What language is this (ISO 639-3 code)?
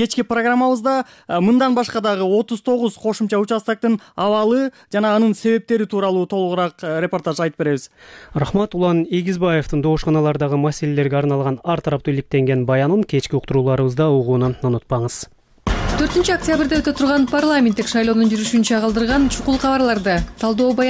kir